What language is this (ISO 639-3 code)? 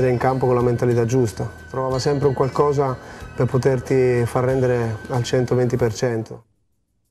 ita